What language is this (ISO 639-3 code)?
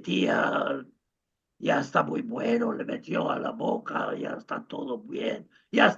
lad